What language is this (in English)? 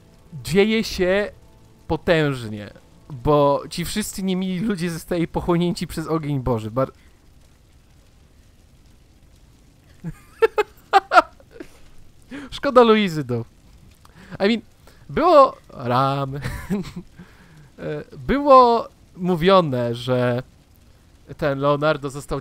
Polish